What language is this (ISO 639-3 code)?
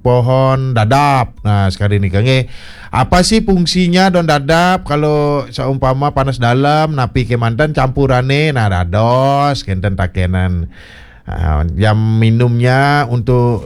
ban